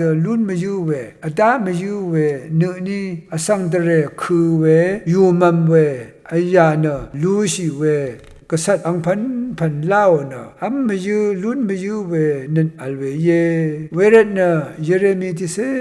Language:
Rawang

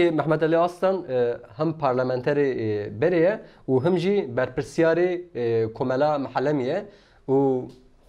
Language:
Kurdish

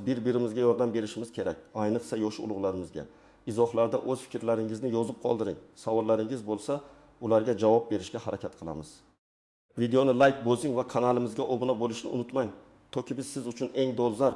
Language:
Uzbek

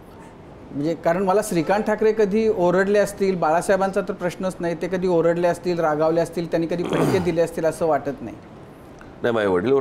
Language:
Marathi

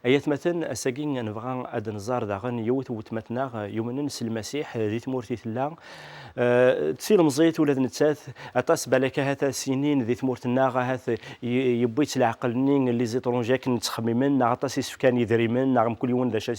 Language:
Kabyle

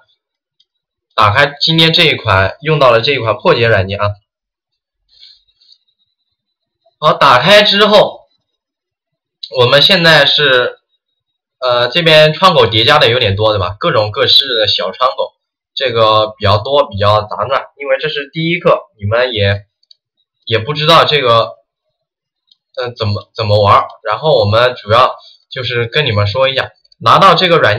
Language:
Chinese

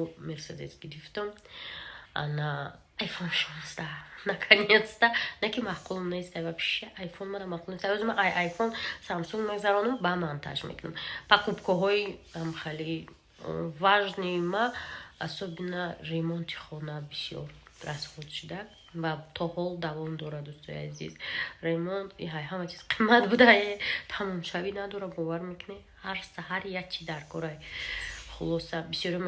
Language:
Tajik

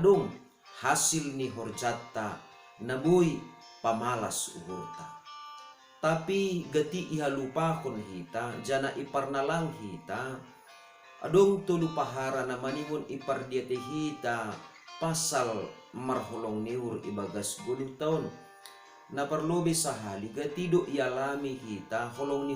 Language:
Batak Simalungun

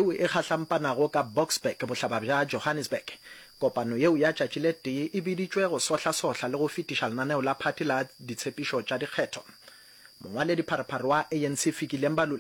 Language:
Northern Sotho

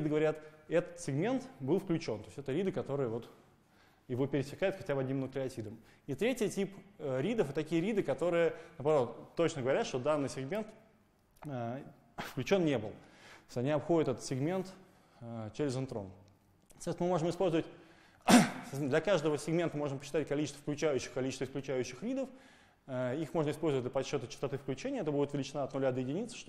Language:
Russian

